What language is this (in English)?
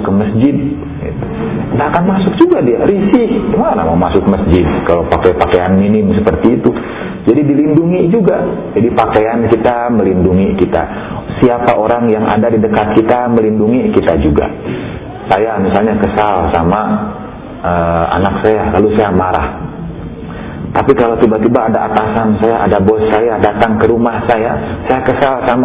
Indonesian